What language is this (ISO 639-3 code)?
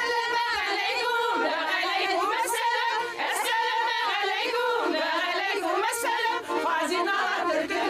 bak